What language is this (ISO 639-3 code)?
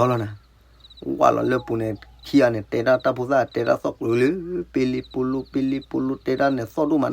ksw